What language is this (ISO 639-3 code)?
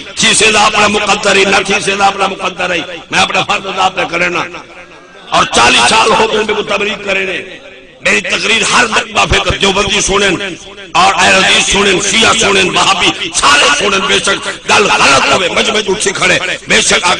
skr